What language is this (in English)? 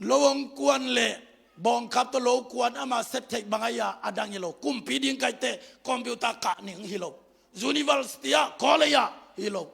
Tedim Chin